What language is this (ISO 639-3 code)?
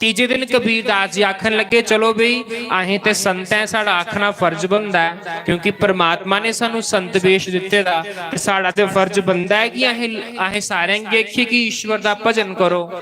doi